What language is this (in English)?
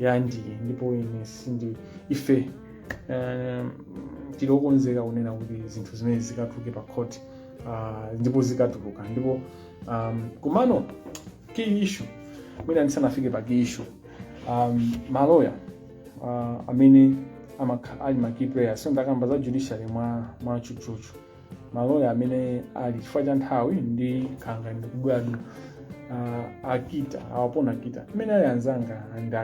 Nyanja